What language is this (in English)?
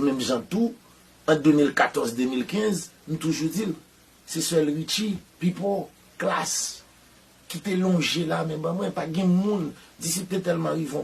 Haitian Creole